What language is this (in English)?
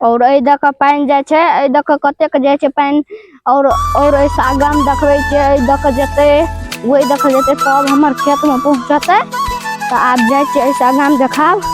Maithili